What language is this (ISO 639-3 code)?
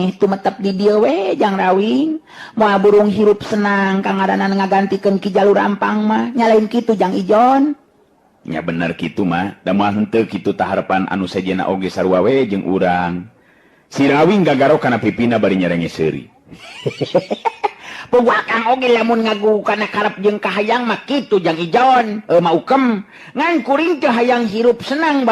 sun